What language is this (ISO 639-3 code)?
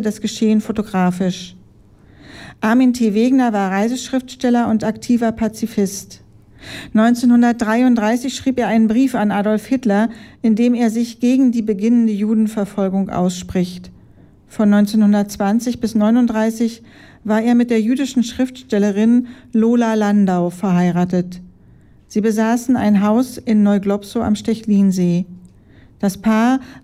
deu